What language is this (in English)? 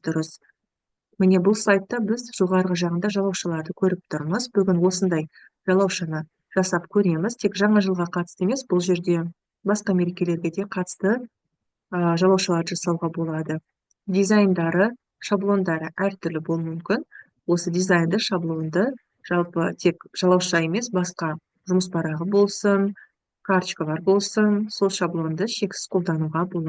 Kazakh